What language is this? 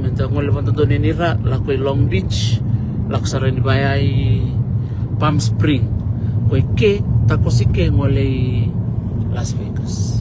Fijian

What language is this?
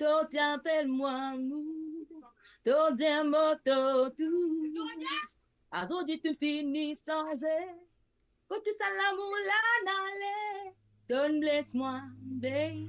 Morisyen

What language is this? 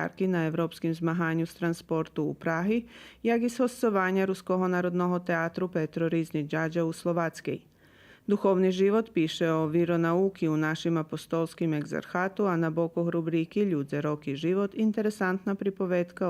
Rusyn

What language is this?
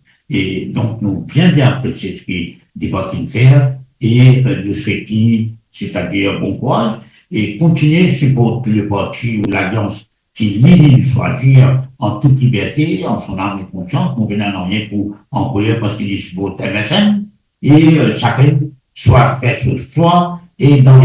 Morisyen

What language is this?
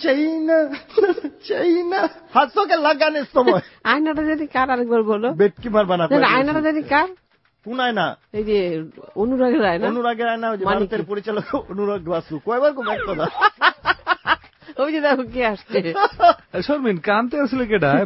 Bangla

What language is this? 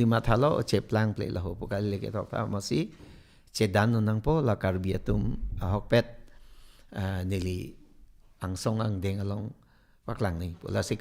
Karbi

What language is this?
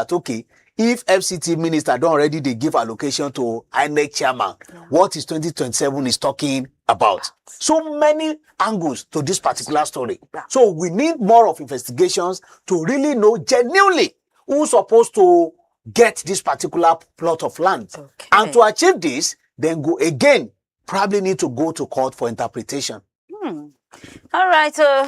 Nigerian Pidgin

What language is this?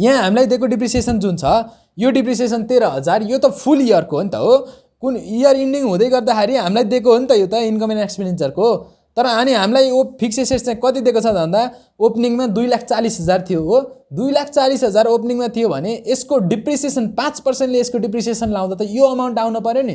Nepali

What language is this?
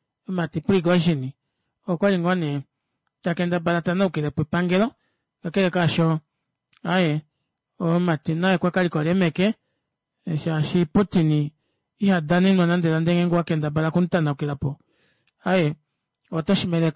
Kuanyama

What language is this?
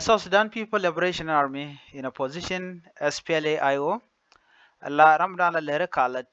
Nuer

